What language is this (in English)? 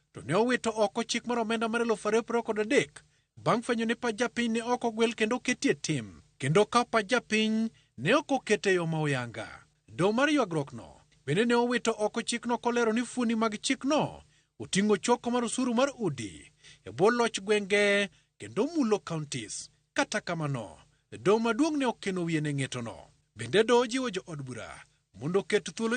Luo (Kenya and Tanzania)